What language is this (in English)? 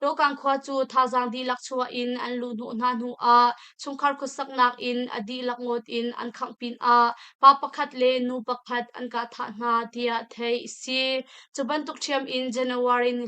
Hakha Chin